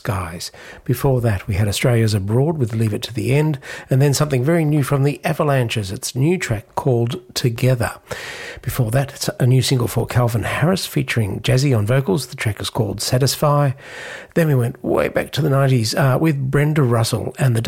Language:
English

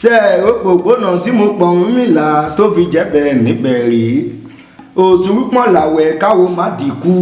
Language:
Yoruba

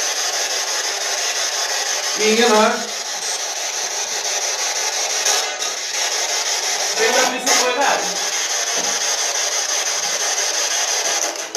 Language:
Swedish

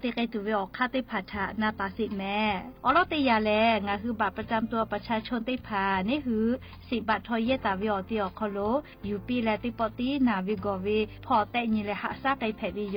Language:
Lahu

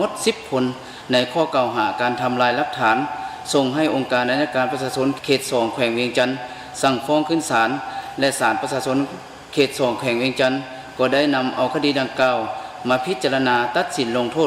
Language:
Lao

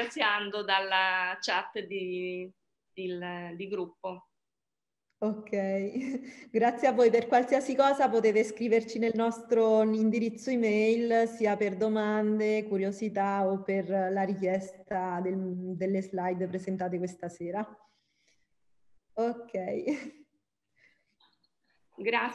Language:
Italian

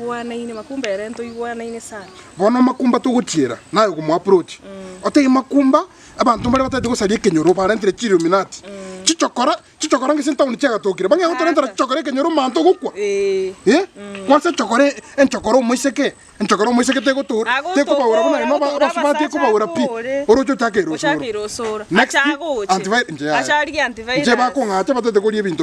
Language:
Gusii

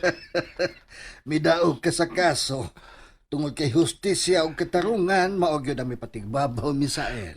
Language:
Cebuano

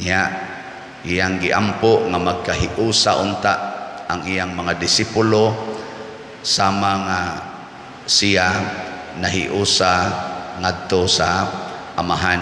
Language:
Cebuano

